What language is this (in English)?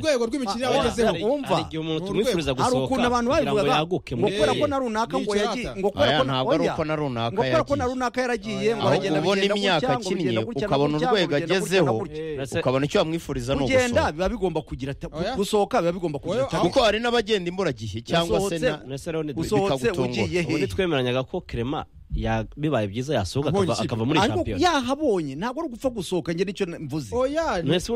Kinyarwanda